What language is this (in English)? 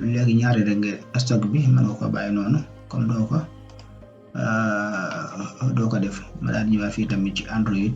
Wolof